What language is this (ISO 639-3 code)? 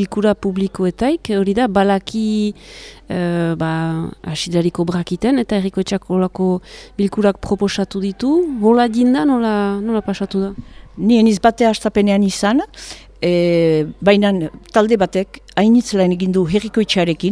eus